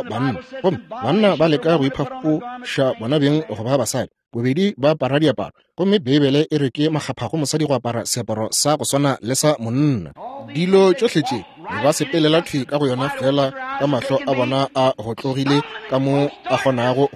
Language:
Northern Sotho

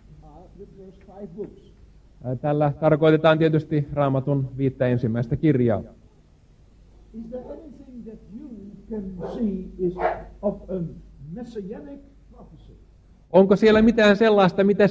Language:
Finnish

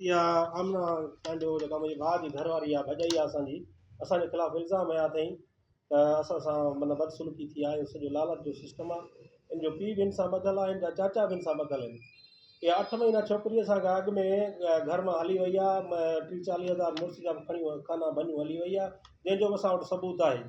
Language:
Sindhi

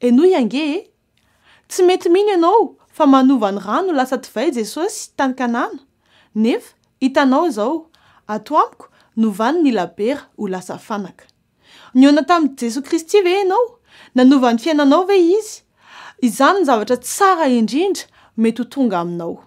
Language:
Malagasy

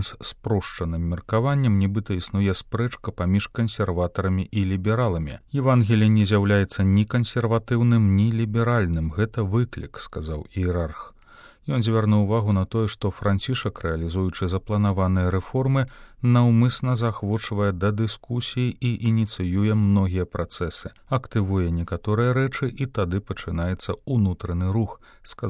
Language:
Belarusian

